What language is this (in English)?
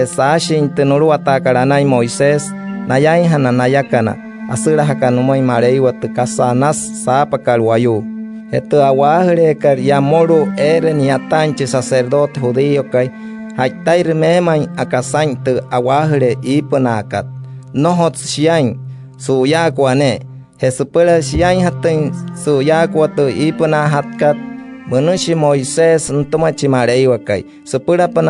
Wayuu